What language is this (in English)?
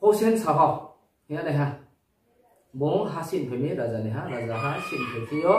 Riang (India)